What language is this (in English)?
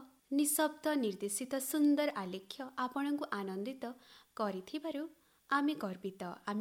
Odia